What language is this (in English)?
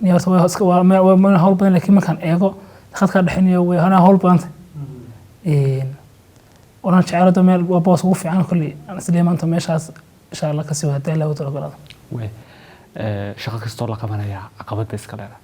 Somali